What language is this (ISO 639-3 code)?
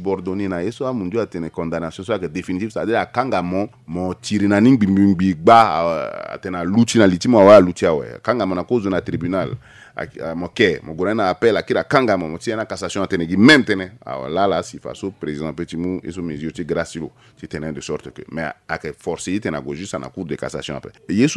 sag